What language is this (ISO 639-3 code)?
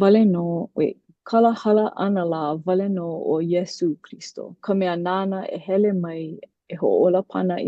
haw